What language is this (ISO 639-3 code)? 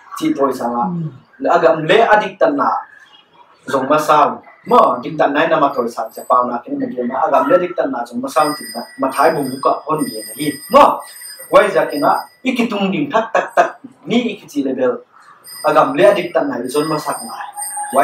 pck